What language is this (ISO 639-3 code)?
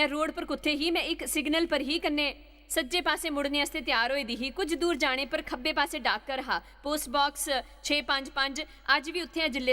doi